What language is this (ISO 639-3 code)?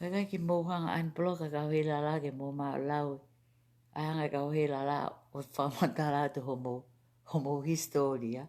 ton